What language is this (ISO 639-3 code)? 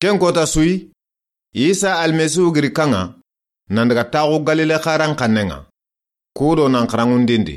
snk